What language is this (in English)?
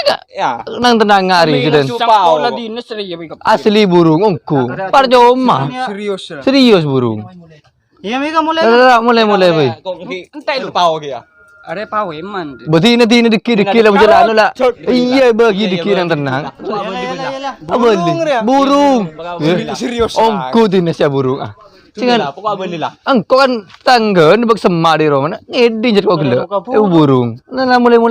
Madurese